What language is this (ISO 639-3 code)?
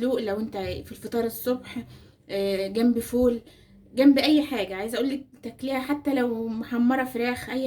arz